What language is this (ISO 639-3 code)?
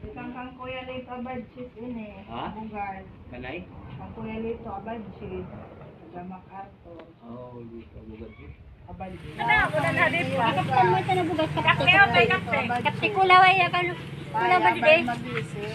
war